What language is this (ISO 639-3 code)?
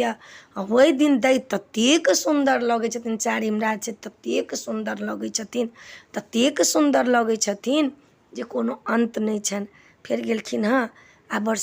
mai